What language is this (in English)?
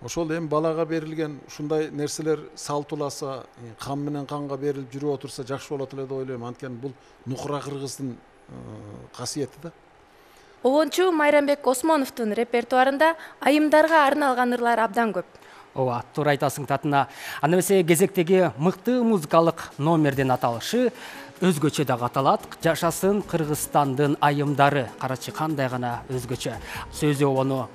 Kyrgyz